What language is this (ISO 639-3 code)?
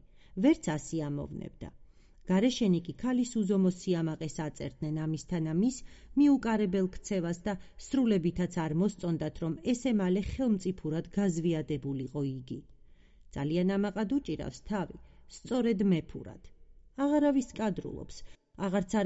kat